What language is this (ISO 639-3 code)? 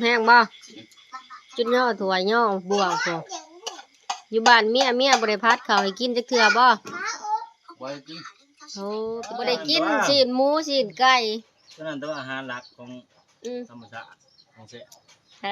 lao